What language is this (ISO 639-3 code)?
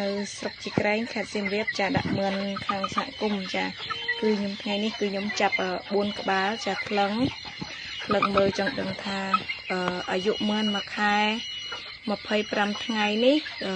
khm